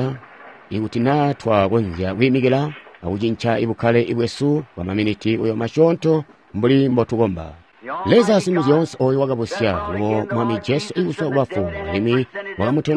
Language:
Tonga (Zambia)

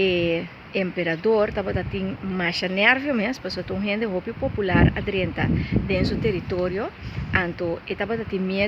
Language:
Papiamento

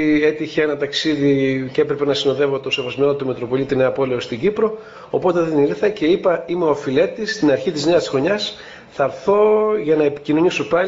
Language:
Greek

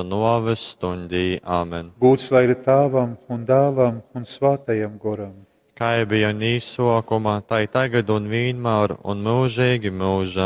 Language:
Latgalian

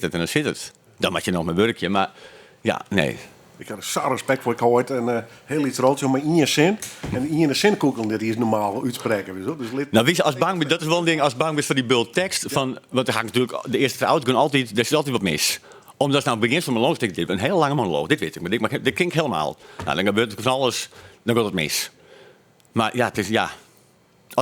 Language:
Western Frisian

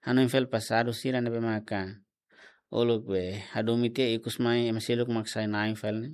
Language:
Tetum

